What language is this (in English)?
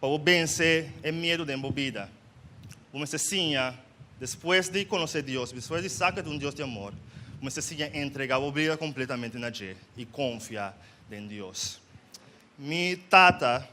Papiamento